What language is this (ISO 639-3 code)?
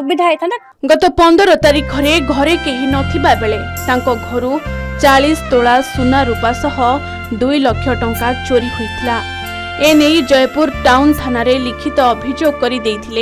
ori